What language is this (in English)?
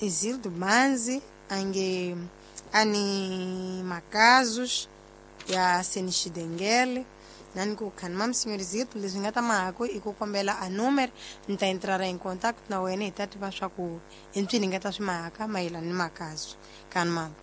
Tsonga